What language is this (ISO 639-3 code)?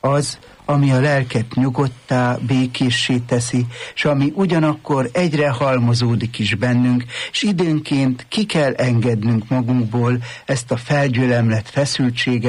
hun